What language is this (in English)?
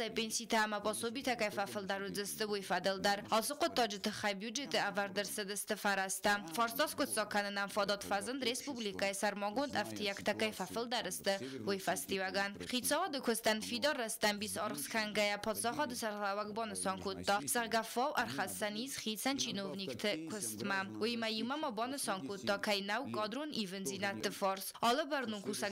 Ossetic